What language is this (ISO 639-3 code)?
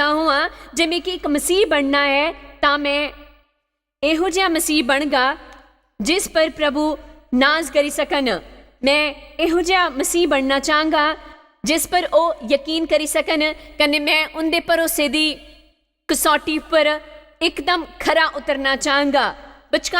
doi